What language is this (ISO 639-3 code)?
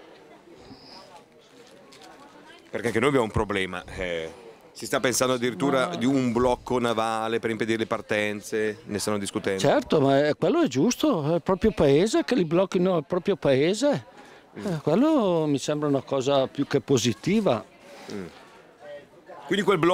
ita